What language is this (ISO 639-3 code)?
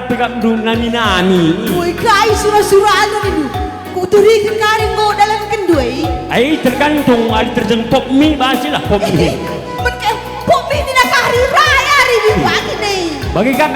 btx